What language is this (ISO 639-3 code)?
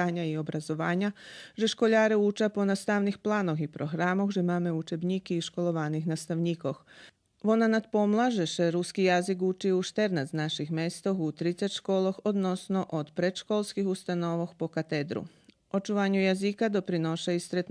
rue